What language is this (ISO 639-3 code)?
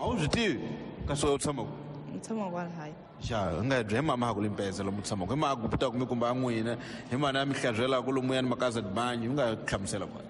tso